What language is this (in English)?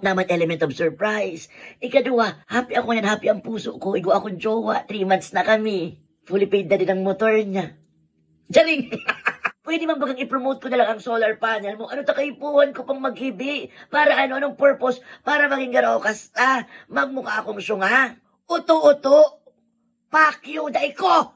Bikol